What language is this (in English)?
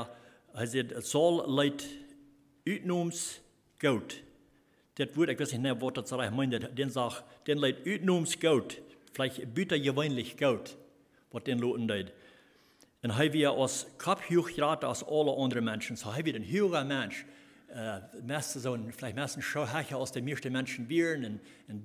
Plautdietsch